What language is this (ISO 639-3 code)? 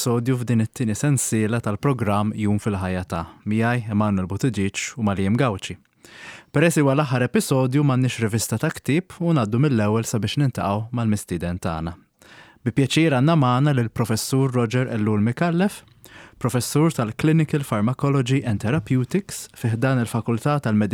mlt